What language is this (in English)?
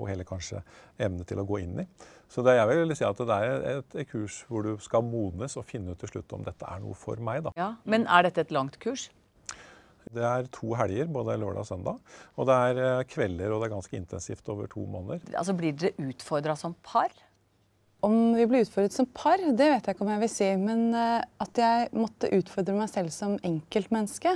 Norwegian